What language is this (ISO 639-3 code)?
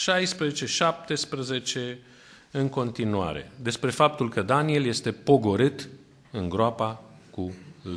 ron